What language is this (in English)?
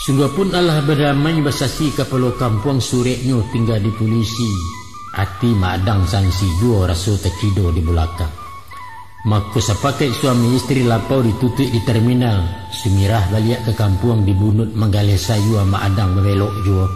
Minangkabau